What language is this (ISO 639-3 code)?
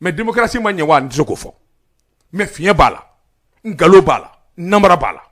bam